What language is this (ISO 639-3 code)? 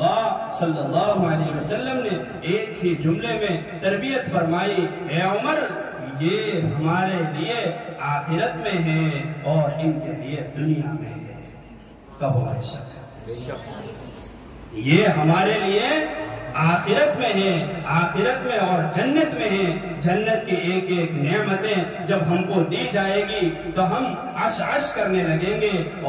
urd